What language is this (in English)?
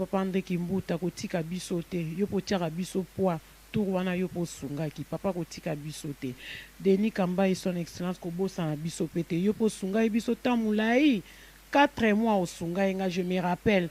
Lingala